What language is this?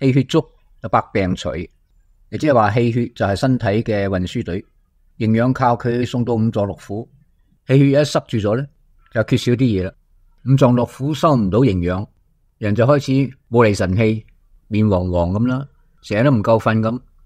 Cantonese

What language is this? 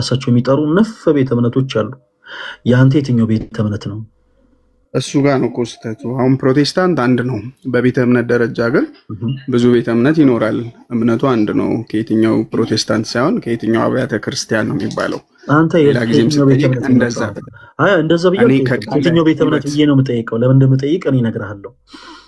Amharic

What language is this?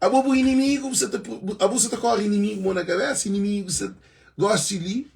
Kabuverdianu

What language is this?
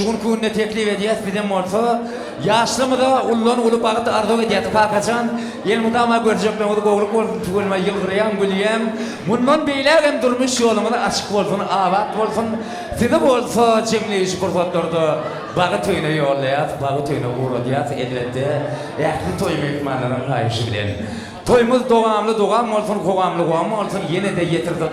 Turkmen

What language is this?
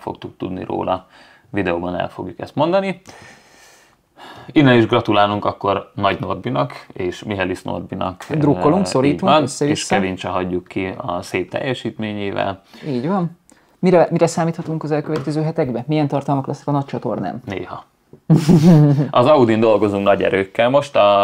Hungarian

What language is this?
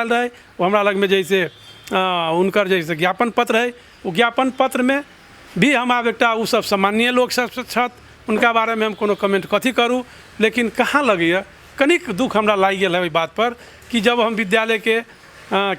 Maithili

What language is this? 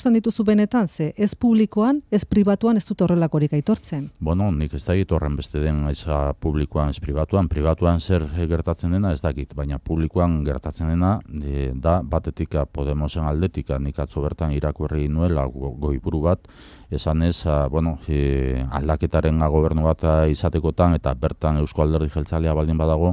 Basque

